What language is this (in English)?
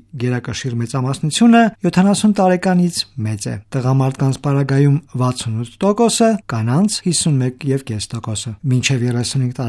Armenian